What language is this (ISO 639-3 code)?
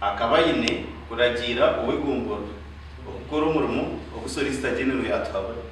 nyn